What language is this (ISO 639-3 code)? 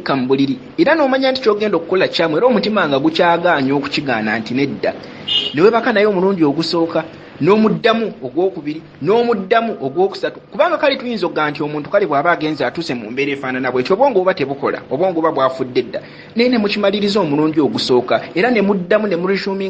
lug